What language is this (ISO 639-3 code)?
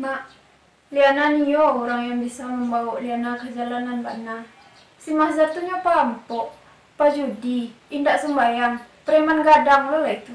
min